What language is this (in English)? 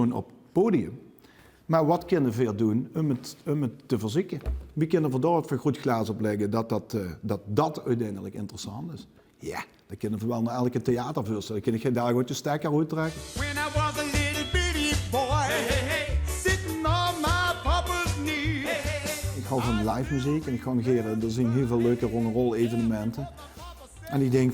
Limburgish